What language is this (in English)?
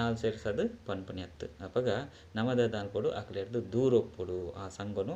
Tulu